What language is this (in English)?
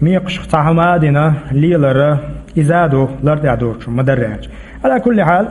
Chechen